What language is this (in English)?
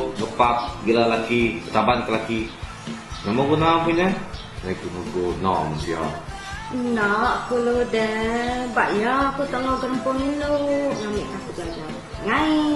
Iban